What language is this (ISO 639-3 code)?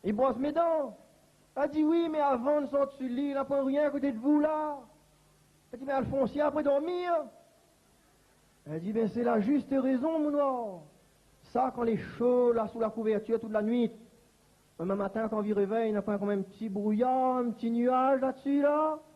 rcf